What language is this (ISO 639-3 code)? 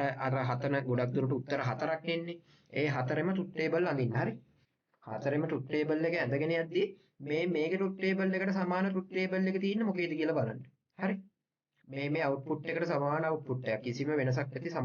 sin